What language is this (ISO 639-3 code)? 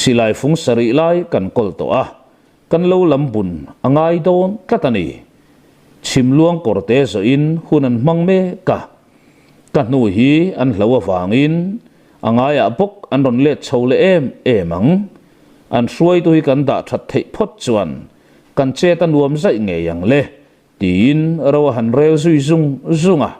lus